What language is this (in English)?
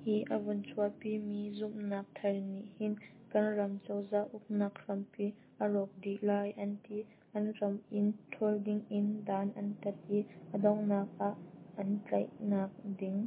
Hakha Chin